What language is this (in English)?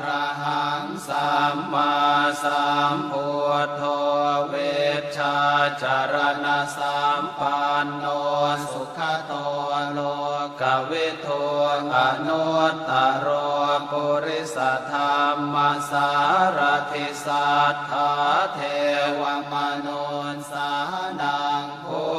Pali